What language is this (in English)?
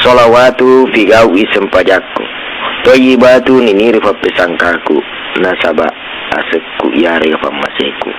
Buginese